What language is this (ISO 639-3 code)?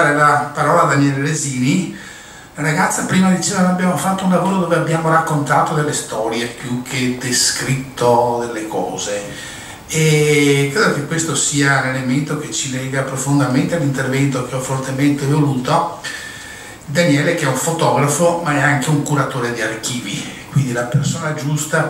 ita